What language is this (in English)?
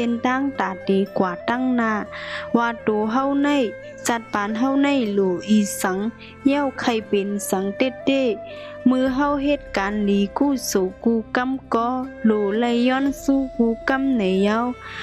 Shan